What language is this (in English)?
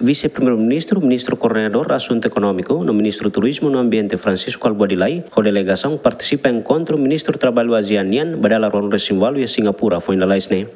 Tetum